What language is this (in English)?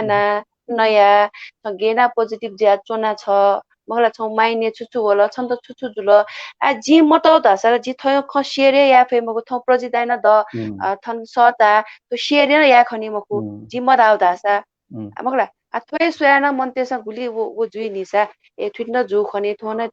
Newari